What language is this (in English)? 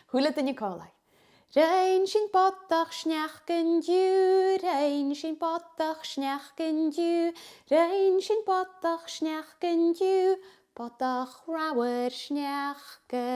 Scottish Gaelic